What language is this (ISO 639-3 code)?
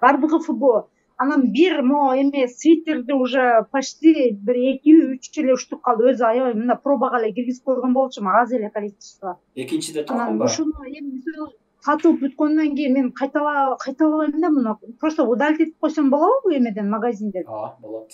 kir